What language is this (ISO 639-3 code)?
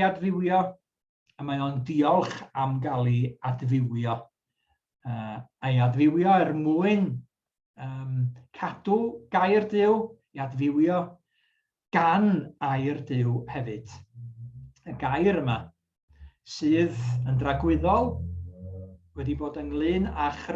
cym